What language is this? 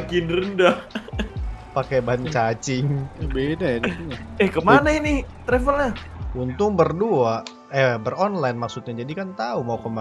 Indonesian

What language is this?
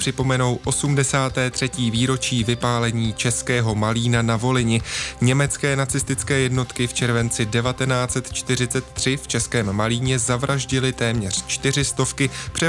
Czech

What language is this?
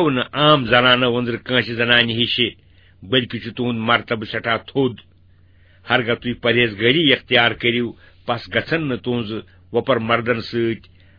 Kashmiri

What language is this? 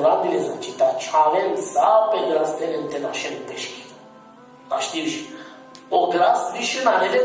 Balkan Romani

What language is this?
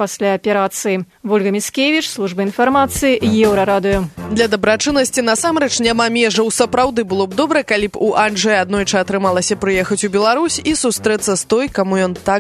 Belarusian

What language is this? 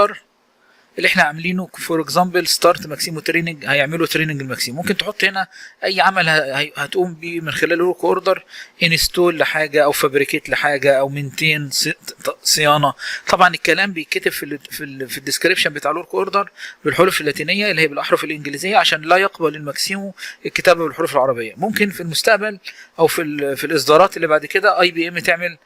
Egyptian Arabic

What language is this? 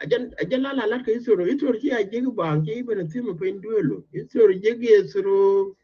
Nuer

